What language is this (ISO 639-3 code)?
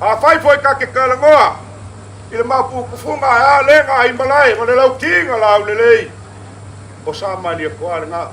smo